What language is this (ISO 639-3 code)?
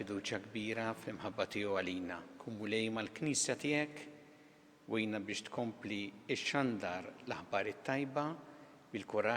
mlt